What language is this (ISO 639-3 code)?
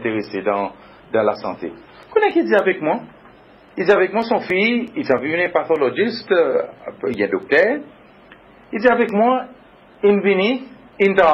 crs